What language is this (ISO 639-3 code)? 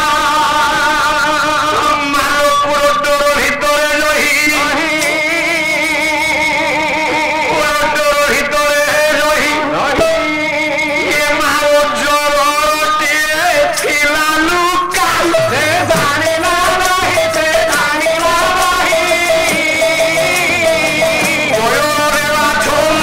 ori